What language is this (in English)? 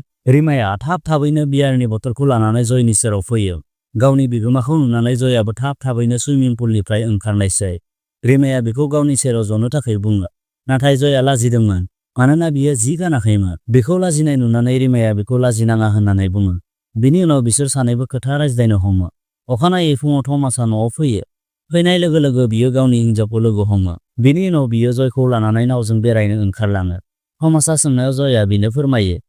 Bodo